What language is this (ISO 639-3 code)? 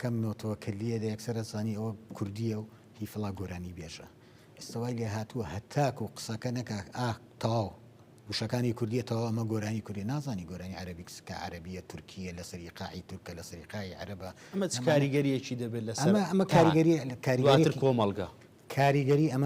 ckb